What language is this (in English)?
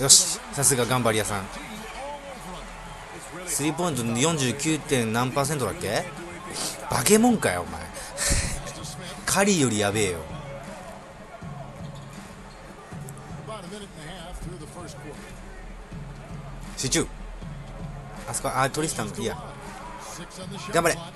Japanese